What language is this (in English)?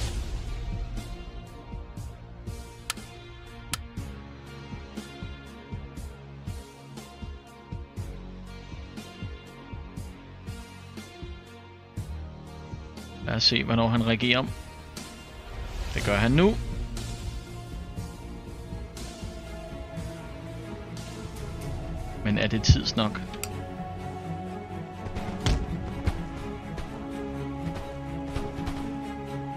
Danish